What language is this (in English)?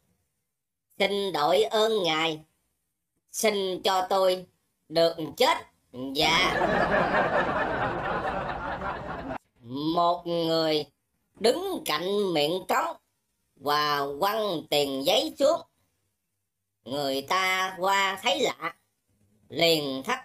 Vietnamese